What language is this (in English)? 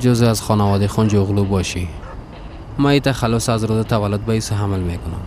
Persian